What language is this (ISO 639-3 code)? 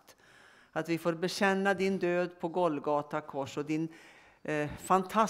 swe